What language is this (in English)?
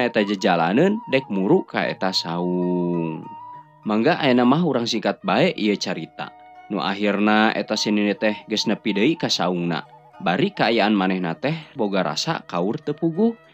Sundanese